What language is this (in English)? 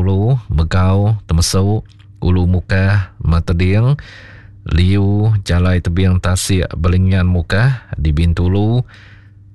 Iban